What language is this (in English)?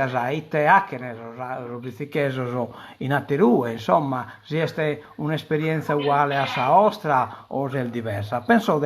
Sardinian